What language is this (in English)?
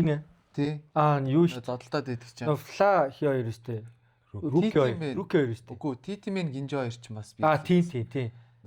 Mongolian